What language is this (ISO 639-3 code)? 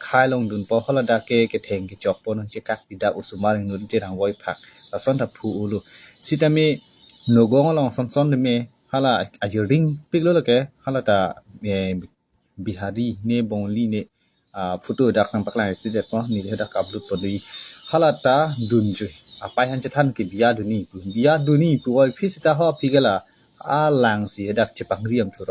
mjw